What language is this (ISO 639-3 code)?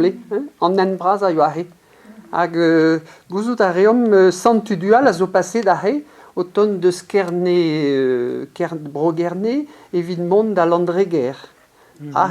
bre